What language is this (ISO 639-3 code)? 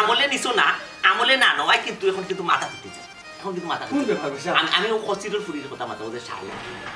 syl